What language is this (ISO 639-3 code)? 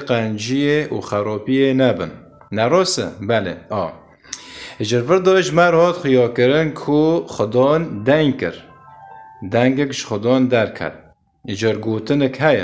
kur